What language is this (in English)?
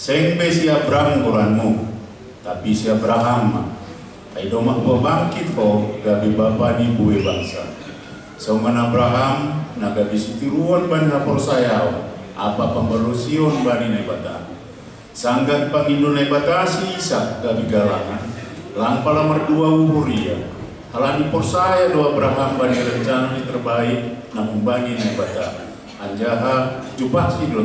Batak Simalungun